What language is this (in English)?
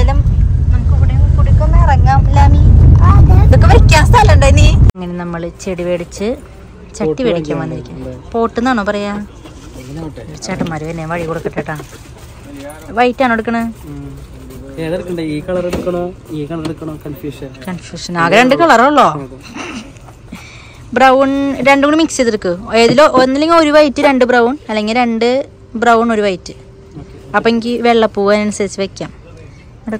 Malayalam